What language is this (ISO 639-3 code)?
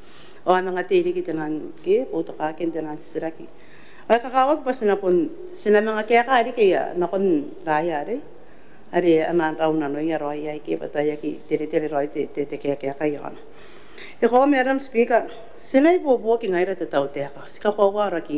gil